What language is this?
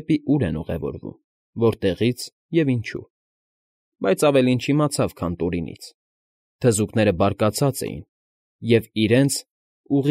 Armenian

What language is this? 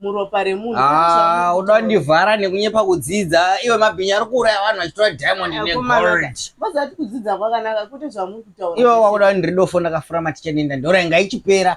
Shona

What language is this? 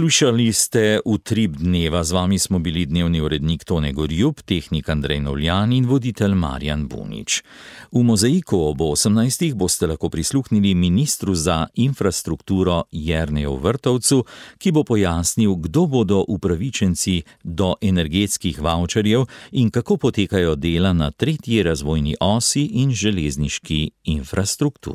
Slovenian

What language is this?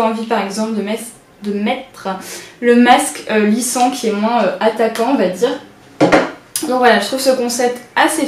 French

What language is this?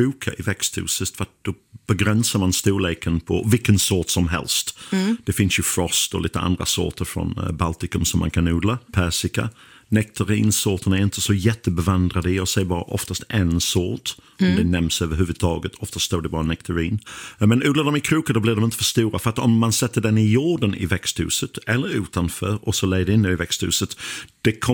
Swedish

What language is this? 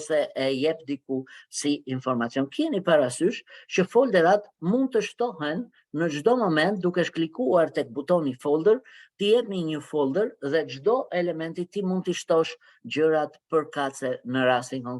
Albanian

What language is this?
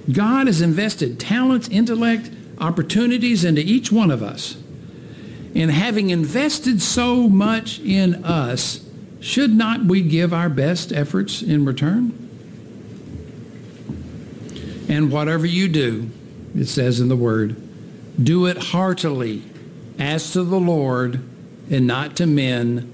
English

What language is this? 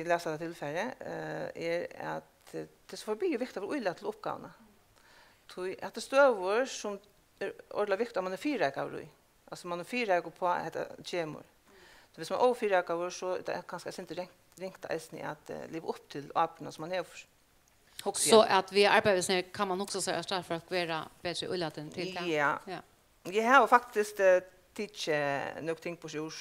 Faroese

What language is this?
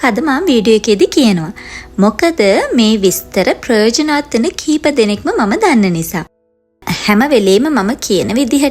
Sinhala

